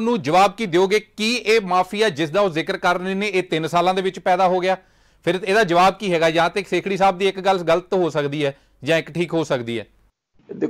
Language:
Punjabi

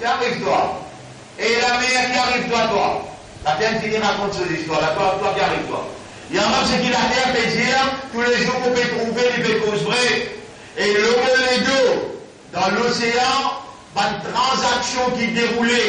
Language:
Morisyen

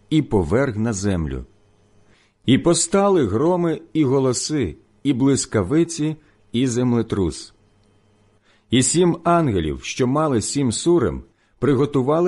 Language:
Ukrainian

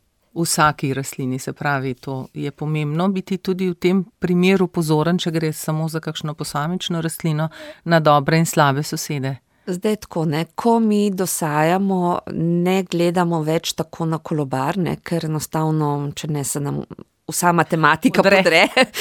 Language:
Slovenian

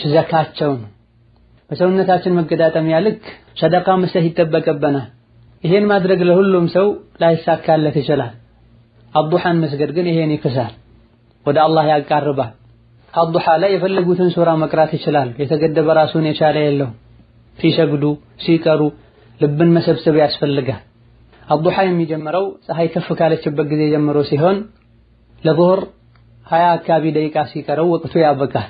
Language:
Amharic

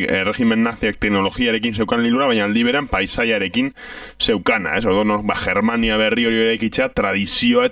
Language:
Basque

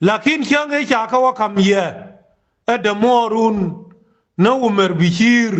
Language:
Nuer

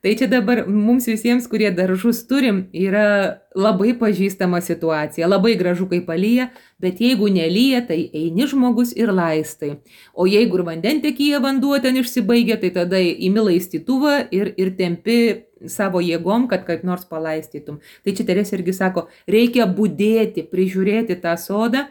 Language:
Lithuanian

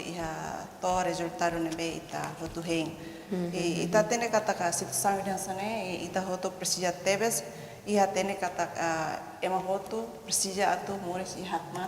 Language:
Tetum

